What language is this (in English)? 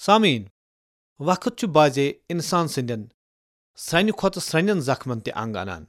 Kashmiri